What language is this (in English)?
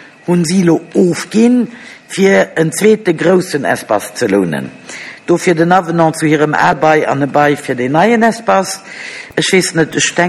Luxembourgish